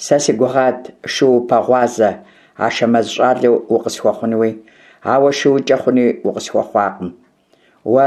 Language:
Kabardian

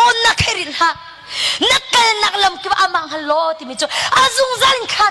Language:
Hakha Chin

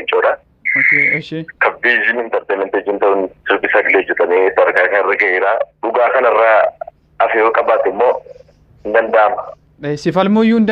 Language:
Oromo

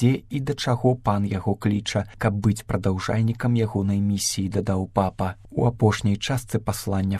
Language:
Belarusian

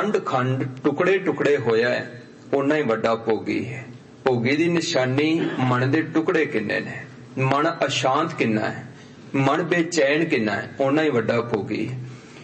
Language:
Punjabi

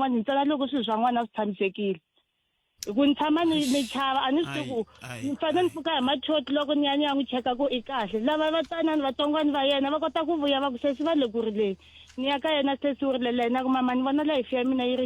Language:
Tsonga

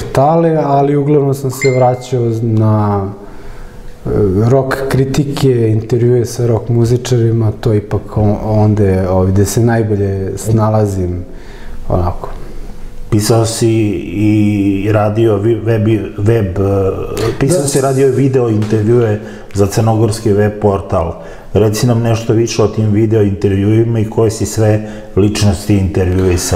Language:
Serbian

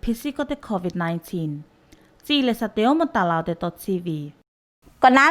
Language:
Tuvalu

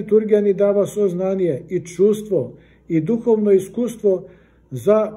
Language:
Macedonian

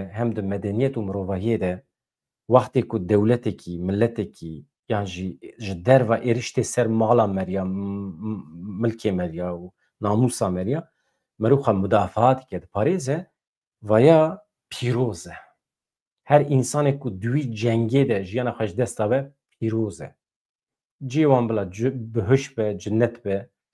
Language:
Kurdish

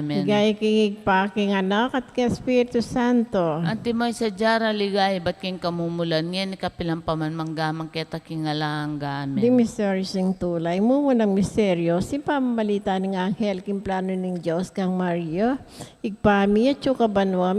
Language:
Pampanga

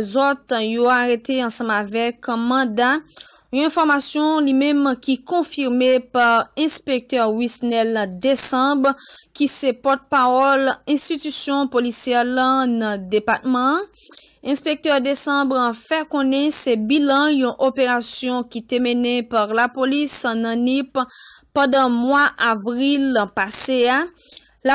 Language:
Haitian Creole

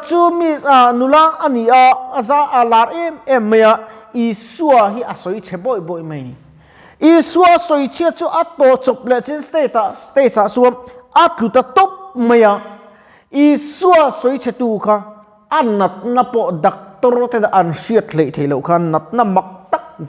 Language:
Mizo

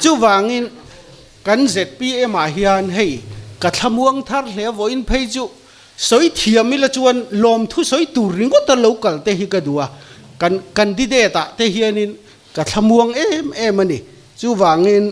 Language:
Mizo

